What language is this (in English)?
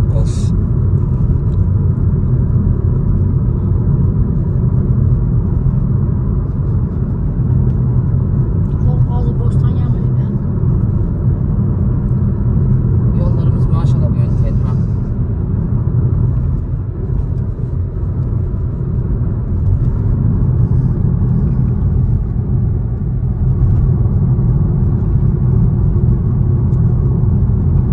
Turkish